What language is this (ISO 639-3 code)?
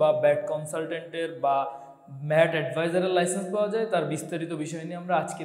ben